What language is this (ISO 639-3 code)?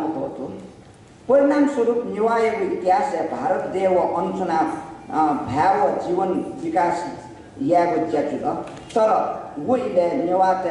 new